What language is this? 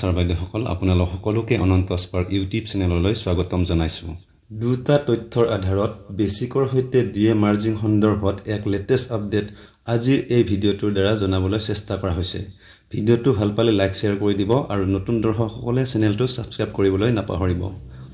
Assamese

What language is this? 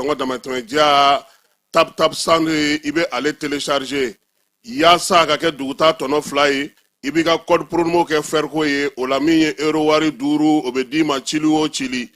Bambara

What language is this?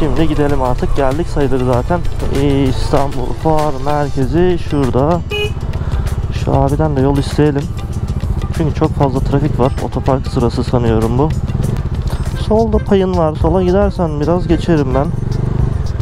Turkish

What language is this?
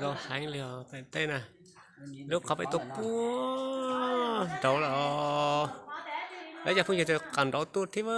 Hmong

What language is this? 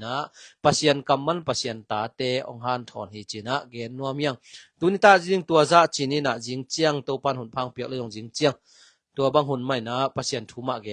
Tedim Chin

